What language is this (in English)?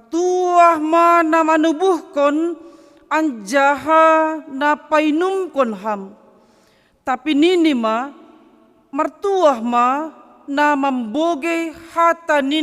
Batak Simalungun